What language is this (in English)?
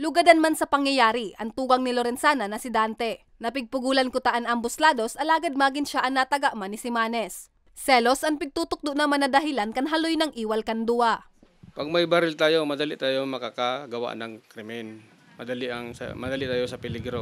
Bikol